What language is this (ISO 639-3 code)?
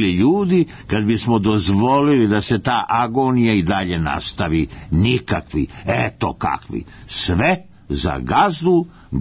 srp